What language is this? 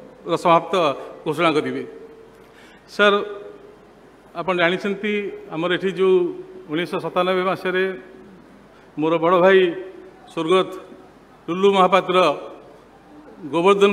Odia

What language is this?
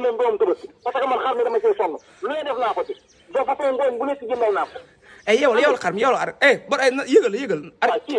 Wolof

